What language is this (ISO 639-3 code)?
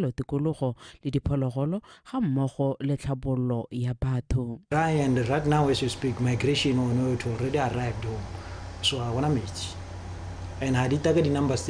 tsn